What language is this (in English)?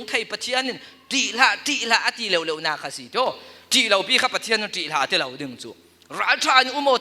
Falam Chin